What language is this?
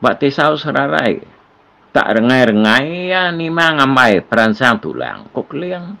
Iban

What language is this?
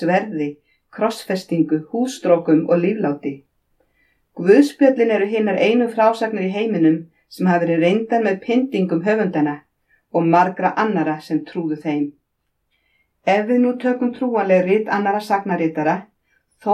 Icelandic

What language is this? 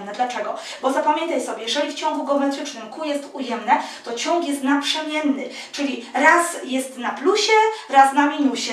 Polish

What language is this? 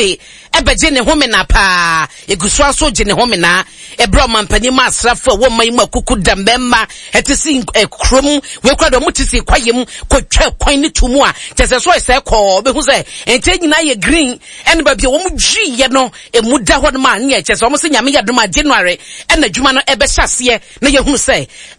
Akan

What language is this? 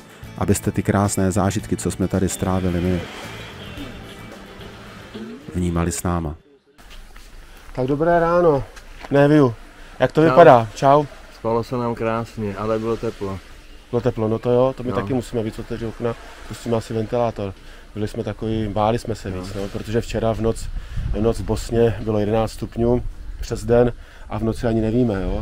Czech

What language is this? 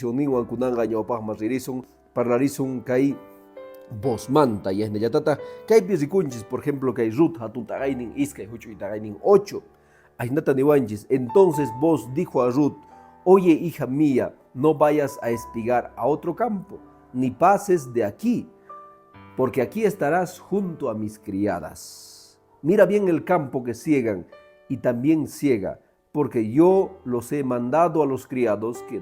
Quechua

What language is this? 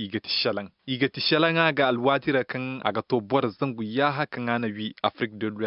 Koyraboro Senni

